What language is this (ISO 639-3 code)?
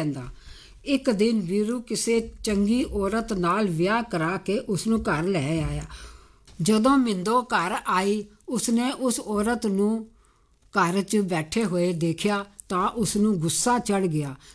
pan